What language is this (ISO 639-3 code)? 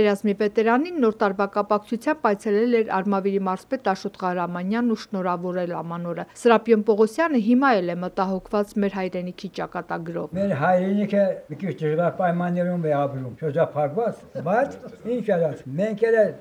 hye